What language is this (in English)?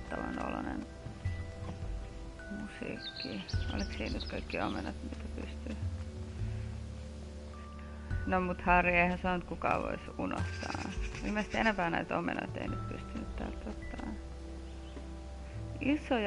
Finnish